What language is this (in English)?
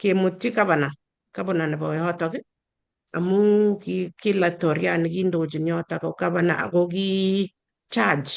Kalenjin